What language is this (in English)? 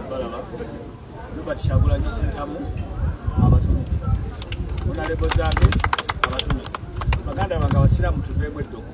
Ganda